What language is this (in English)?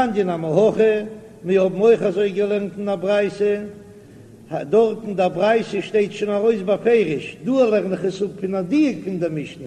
Yiddish